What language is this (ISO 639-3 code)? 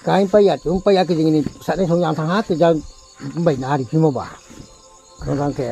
ria